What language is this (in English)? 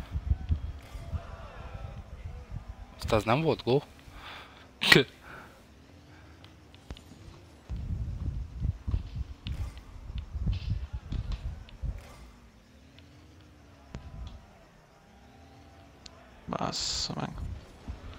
Hungarian